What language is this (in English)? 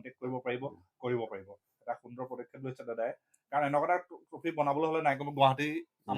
Assamese